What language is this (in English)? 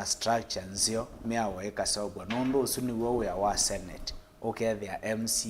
Kamba